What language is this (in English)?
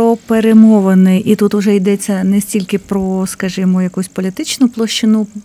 Ukrainian